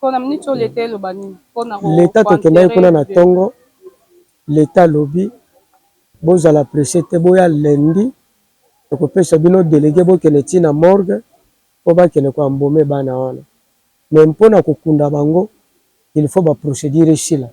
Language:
Lingala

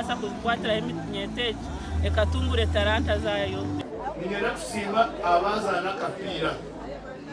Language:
Nyankole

